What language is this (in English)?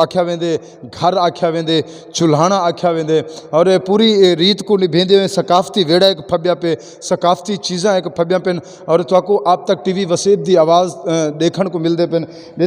Saraiki